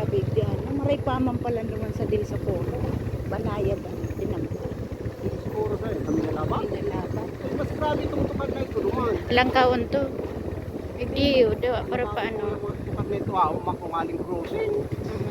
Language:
Bikol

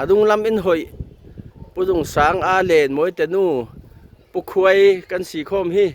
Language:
Falam Chin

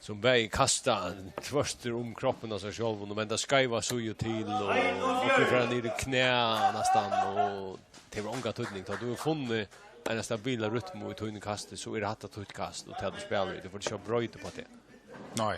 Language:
Faroese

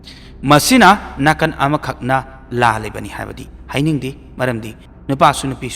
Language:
Manipuri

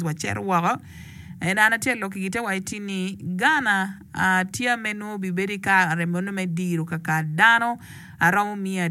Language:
Acoli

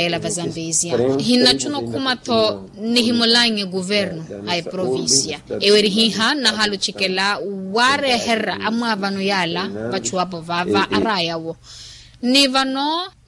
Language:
Makhuwa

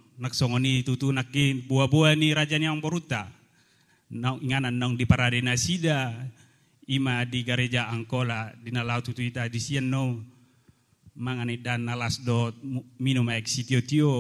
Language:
Batak Toba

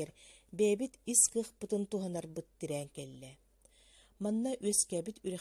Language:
Yakut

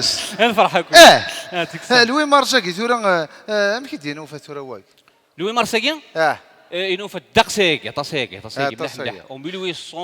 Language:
Kabyle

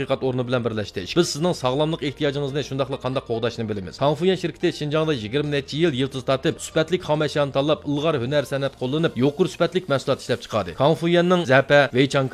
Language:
Uyghur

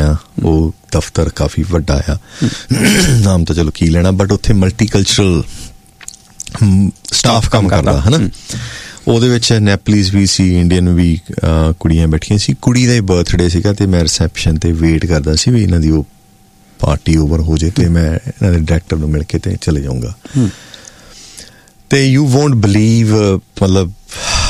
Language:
Punjabi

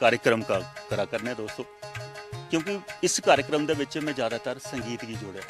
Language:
Dogri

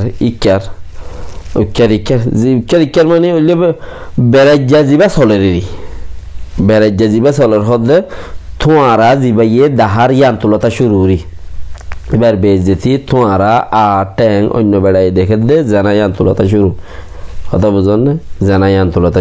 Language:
Rohingya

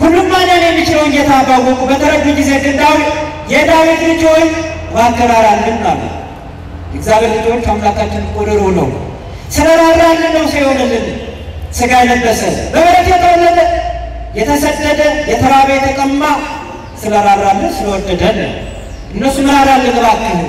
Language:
Amharic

